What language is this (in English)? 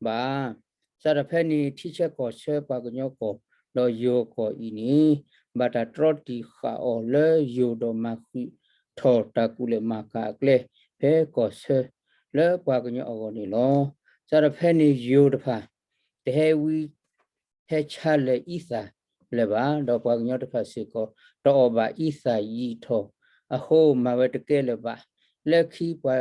S'gaw Karen